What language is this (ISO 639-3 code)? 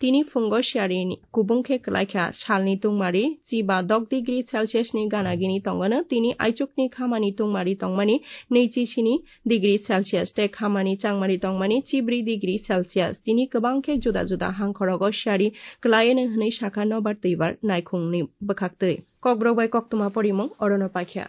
trp